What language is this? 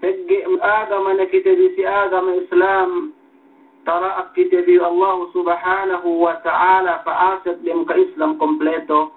Yakan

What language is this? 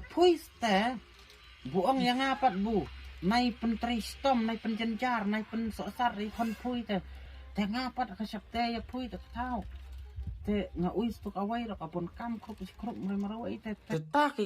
Khasi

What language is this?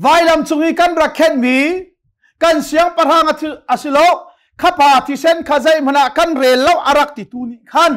Hakha Chin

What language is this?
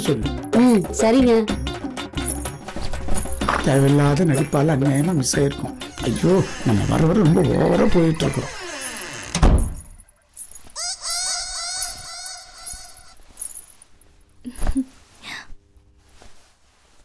Tamil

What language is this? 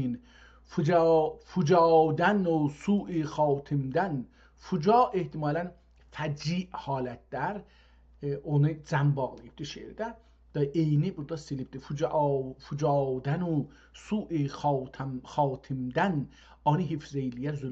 South Azerbaijani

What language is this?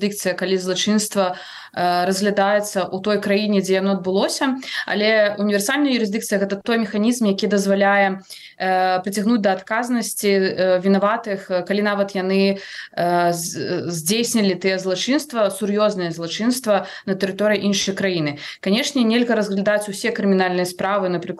Belarusian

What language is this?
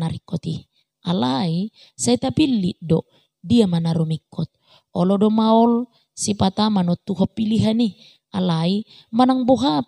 Batak Toba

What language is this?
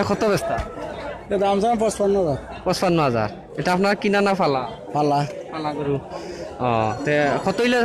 Sylheti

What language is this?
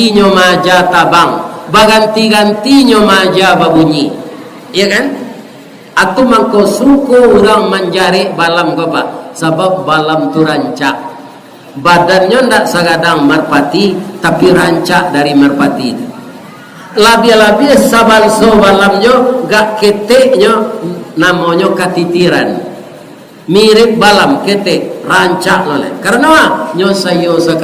Minangkabau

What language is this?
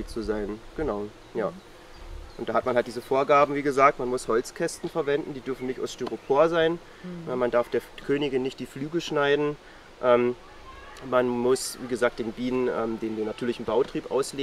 German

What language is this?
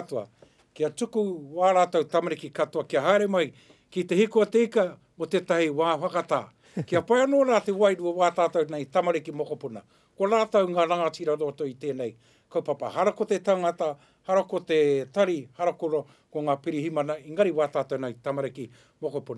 Māori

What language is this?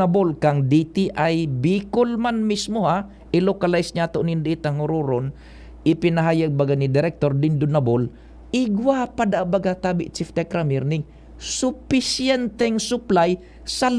Bikol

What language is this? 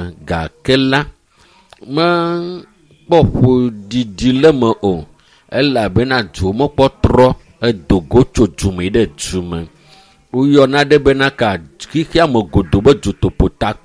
Ewe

